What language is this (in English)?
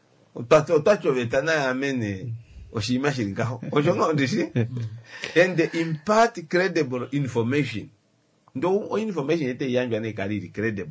Kuanyama